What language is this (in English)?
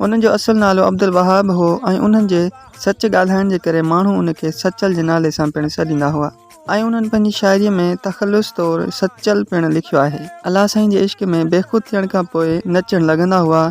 Sindhi